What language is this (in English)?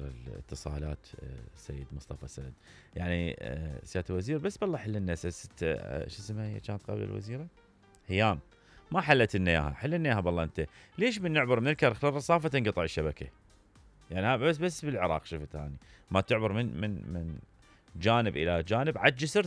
Mesopotamian Arabic